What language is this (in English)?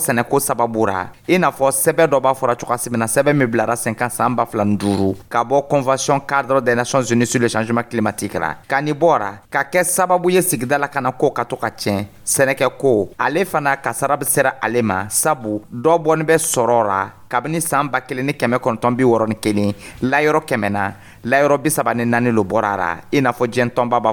Dyula